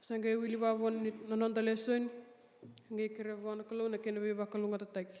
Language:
Fijian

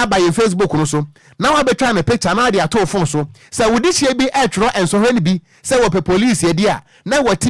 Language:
Akan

